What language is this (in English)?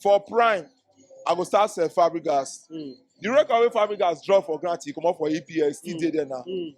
Nigerian Pidgin